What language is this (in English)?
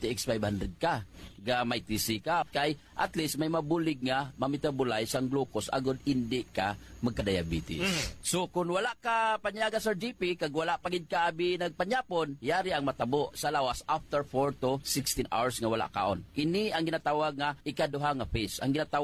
Hiligaynon